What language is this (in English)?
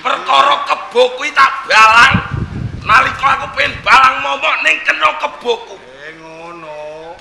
Javanese